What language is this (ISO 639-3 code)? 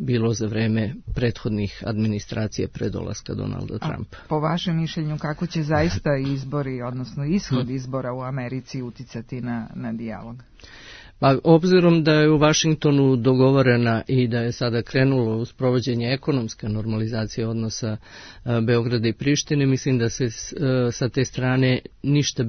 srp